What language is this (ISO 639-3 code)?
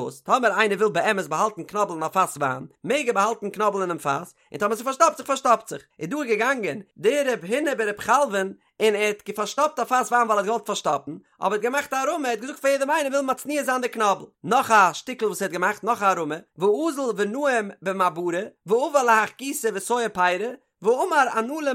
yid